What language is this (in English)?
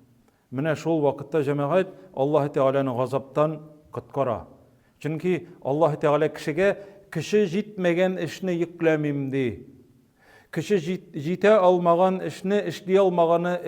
Tatar